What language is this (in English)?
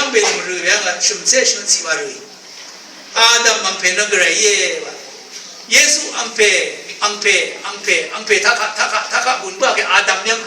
Rawang